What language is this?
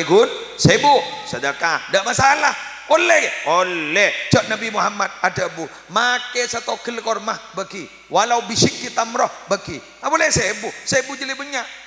Madurese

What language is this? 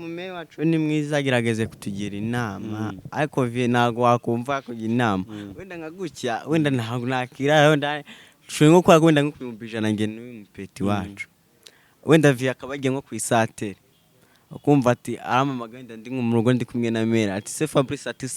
Kinyarwanda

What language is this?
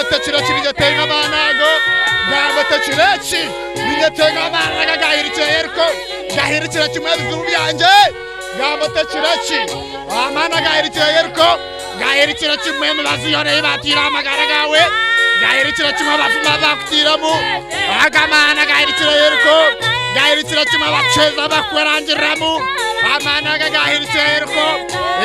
Nyankole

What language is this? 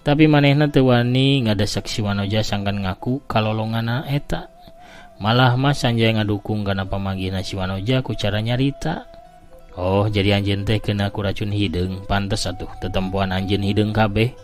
Sundanese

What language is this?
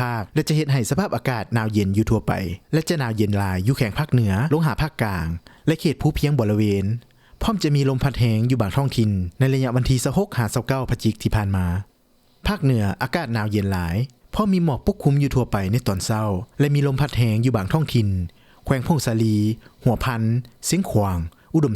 Lao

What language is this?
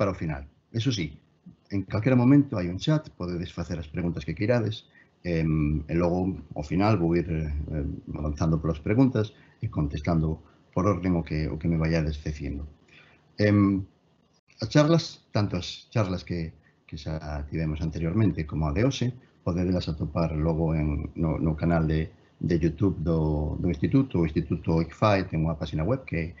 Galician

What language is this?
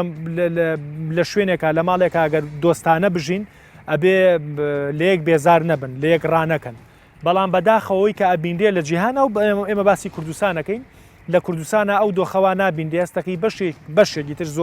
Central Kurdish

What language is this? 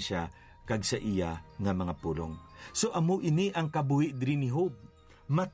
Hiligaynon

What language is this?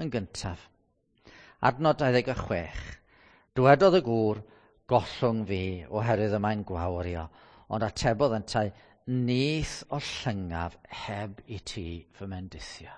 Welsh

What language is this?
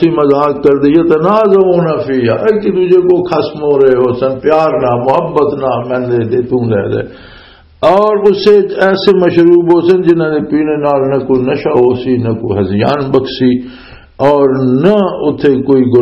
Western Panjabi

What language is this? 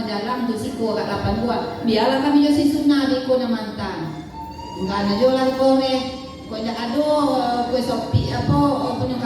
Minangkabau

